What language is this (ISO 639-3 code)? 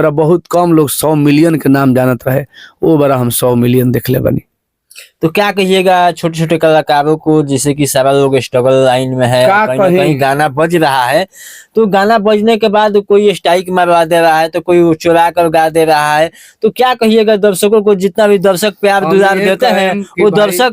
bho